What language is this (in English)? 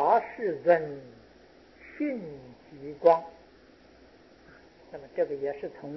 Chinese